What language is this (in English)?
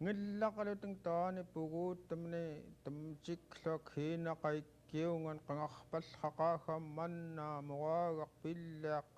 Central Yupik